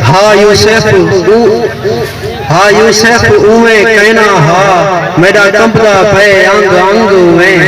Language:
Saraiki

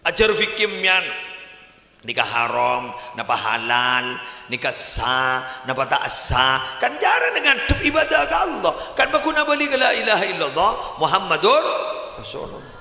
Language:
Madurese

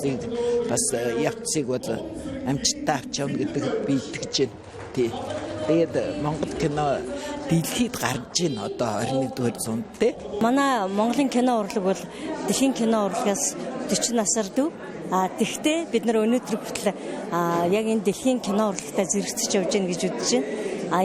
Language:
Mongolian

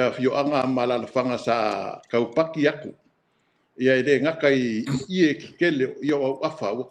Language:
Samoan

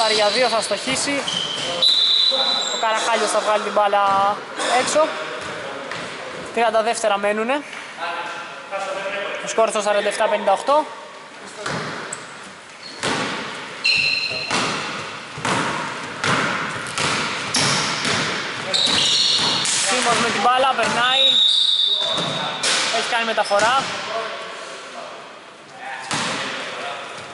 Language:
Greek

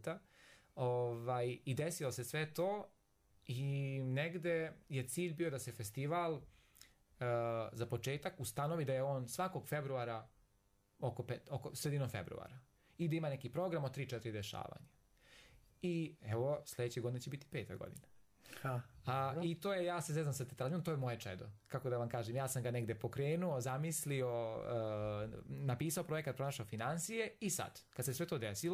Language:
Serbian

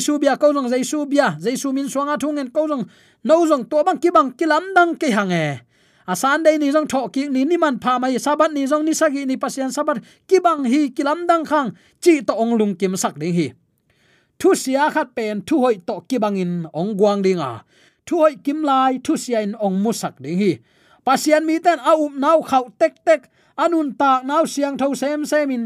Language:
Tedim Chin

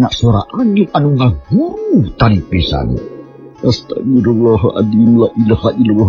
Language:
Sundanese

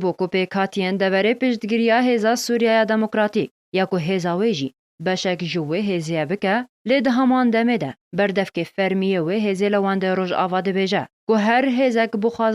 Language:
Kurdish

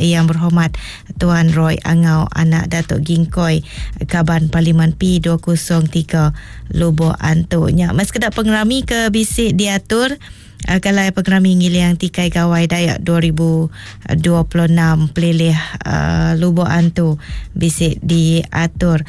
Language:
Iban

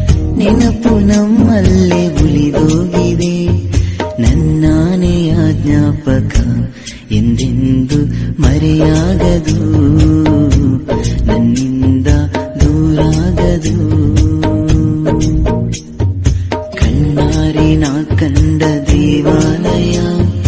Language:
Kannada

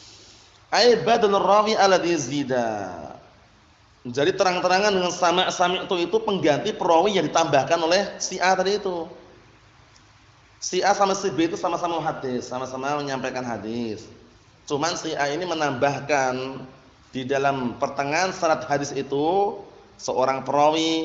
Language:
Indonesian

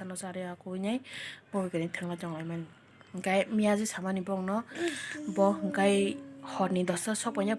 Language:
Kok Borok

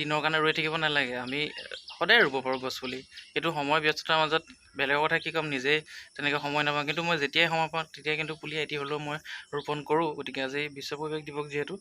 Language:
Assamese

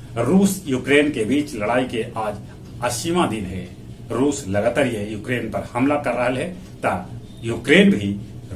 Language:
Magahi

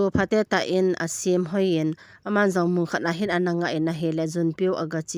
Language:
Thado Chin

